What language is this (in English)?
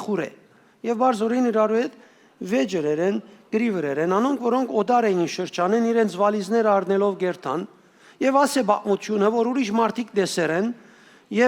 Western Armenian